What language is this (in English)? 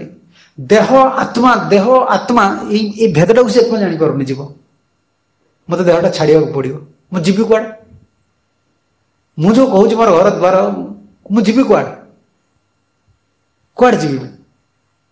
Odia